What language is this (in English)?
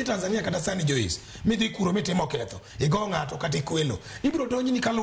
Luo (Kenya and Tanzania)